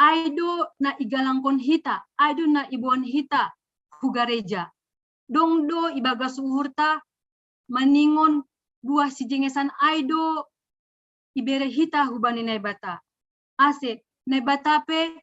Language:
Batak Simalungun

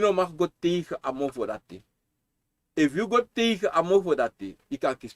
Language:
Sranan Tongo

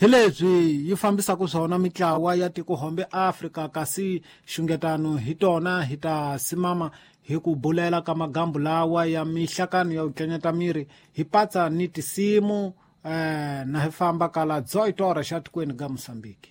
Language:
Tsonga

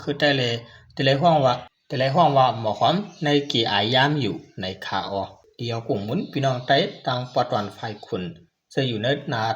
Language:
Shan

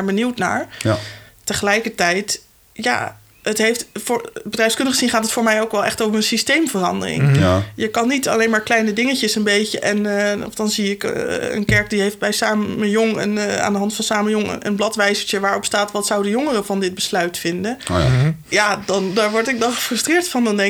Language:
Dutch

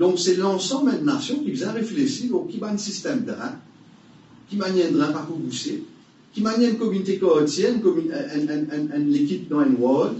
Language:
Morisyen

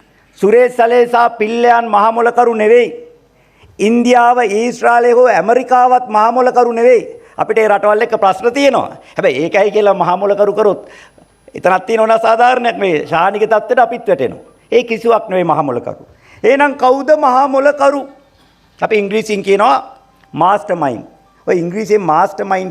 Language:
Sinhala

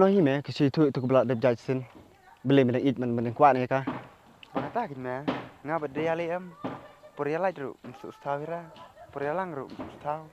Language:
Khasi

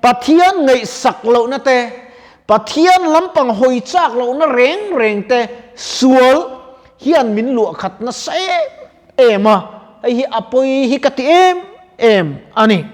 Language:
Mizo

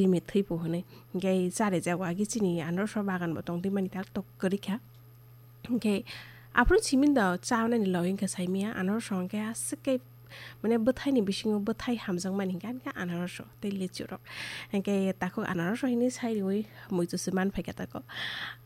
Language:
Kok Borok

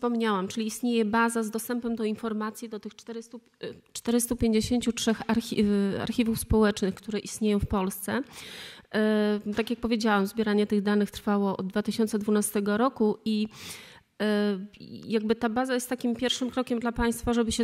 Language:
Polish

